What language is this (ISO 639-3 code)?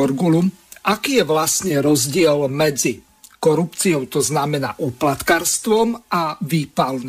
slk